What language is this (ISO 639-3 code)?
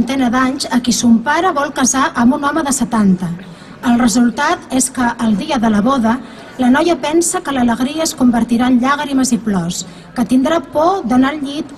cat